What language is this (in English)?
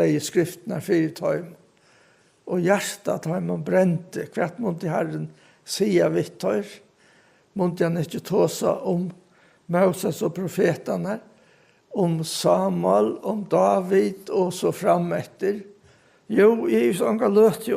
Faroese